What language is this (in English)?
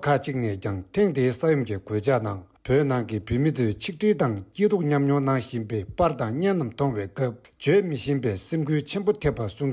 Tibetan